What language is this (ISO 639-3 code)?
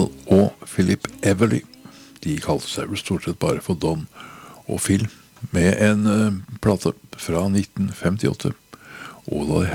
nor